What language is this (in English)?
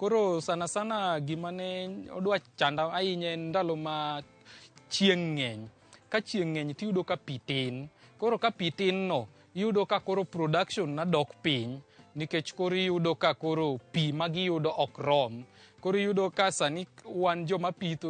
Luo (Kenya and Tanzania)